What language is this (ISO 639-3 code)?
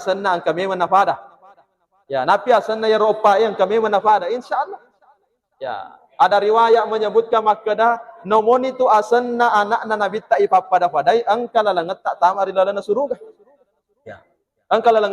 bug